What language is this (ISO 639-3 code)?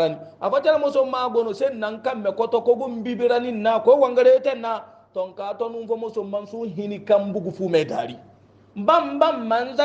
hau